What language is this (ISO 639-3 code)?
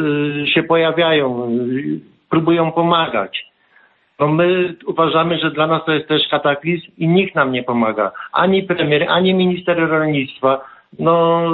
pol